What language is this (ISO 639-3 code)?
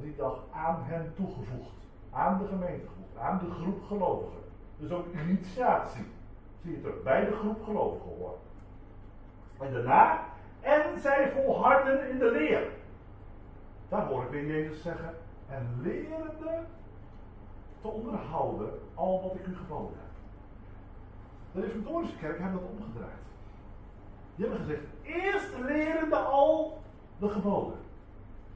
nld